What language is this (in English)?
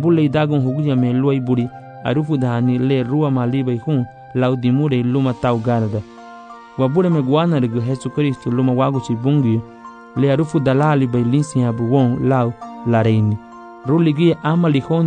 Garifuna